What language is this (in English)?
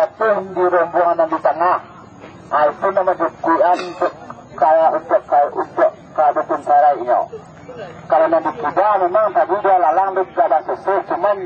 Minangkabau